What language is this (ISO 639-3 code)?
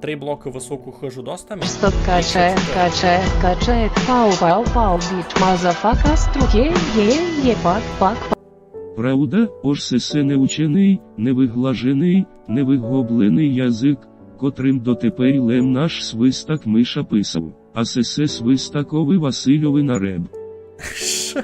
rue